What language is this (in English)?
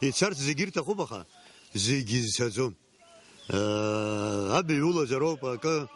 Abkhazian